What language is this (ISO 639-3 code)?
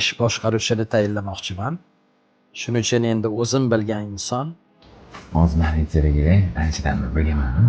uzb